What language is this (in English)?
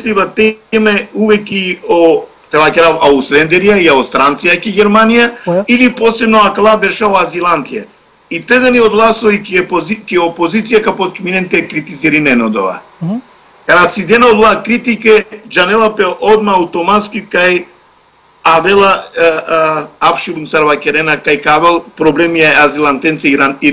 Macedonian